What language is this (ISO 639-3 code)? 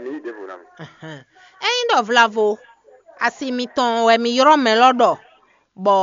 fon